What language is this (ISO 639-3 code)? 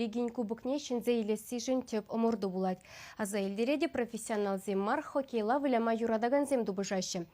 chv